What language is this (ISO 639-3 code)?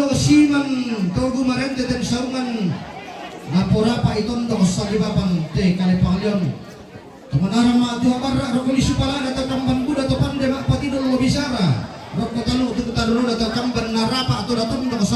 sda